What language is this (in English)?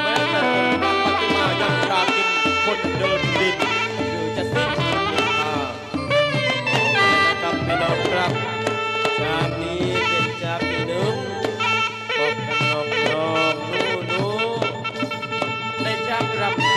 Thai